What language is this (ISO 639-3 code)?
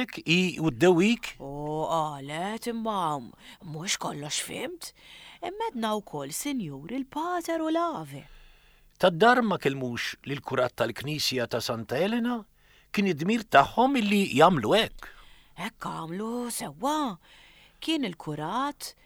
mlt